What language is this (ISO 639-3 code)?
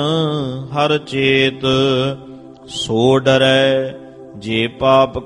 pan